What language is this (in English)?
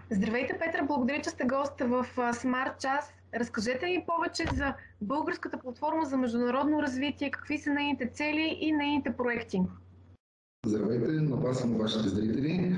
Bulgarian